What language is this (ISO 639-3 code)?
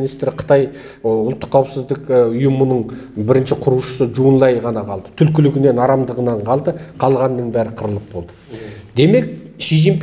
kaz